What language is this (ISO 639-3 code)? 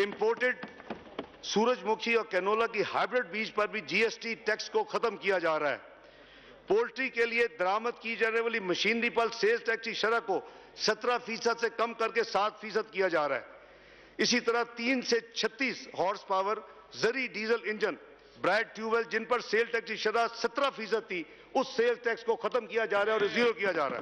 urd